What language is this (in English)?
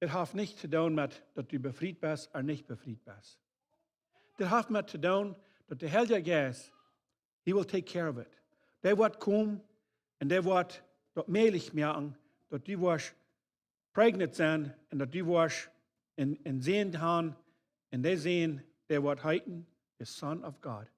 Plautdietsch